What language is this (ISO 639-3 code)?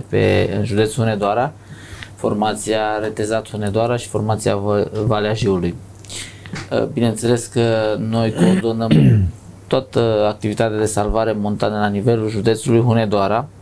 ron